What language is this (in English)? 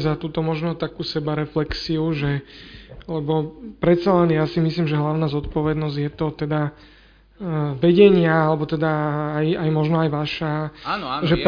Slovak